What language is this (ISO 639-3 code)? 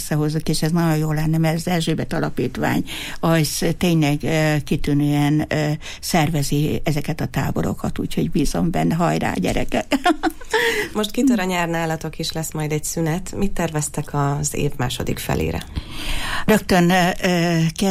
hun